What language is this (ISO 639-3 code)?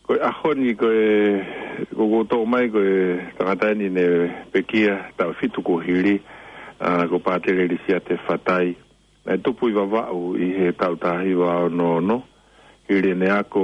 ton